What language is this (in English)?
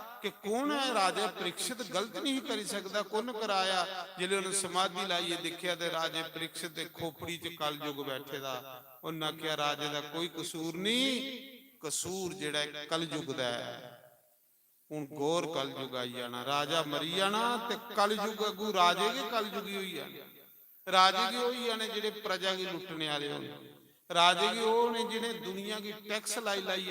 Dogri